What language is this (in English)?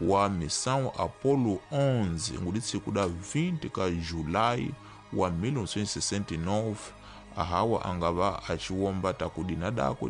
Tsonga